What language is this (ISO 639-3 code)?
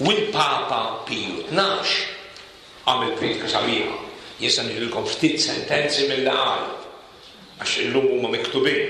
mlt